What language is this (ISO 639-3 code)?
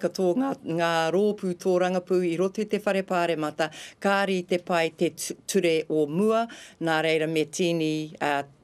mri